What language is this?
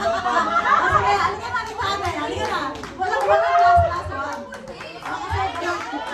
Filipino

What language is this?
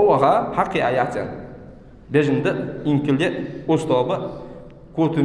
Ingush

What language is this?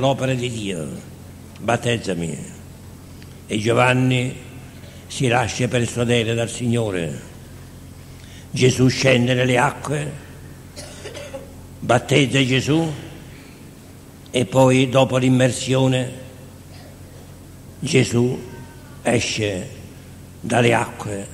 Italian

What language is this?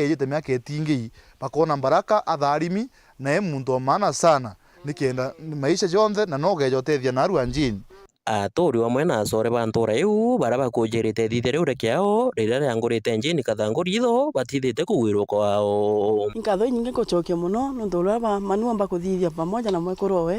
Meru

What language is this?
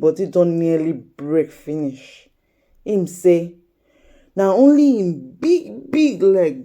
Nigerian Pidgin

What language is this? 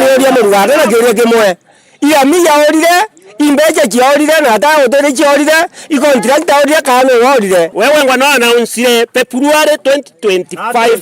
Meru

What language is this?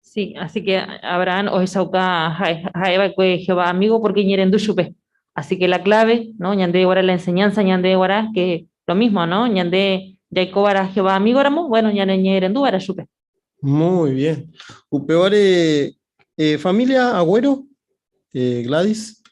Guarani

